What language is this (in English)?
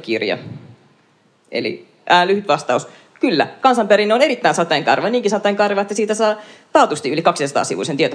Finnish